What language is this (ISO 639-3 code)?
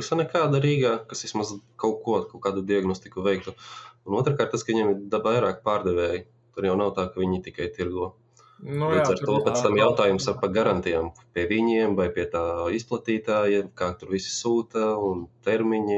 lav